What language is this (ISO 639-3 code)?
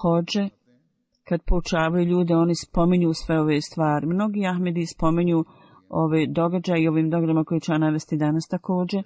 bos